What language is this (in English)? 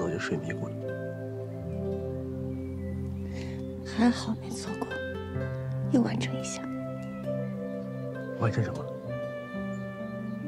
Chinese